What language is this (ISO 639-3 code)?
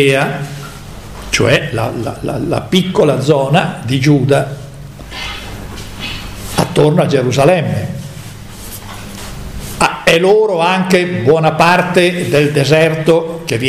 ita